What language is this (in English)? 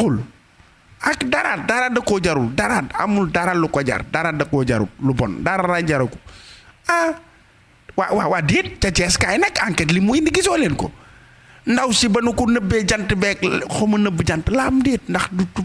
Wolof